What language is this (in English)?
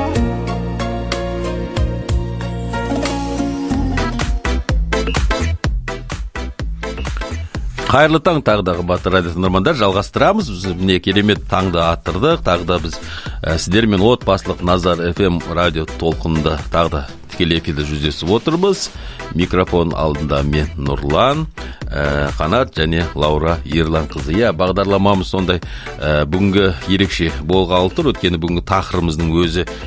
Kazakh